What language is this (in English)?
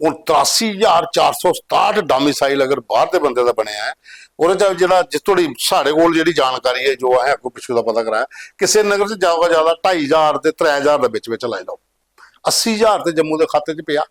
Dogri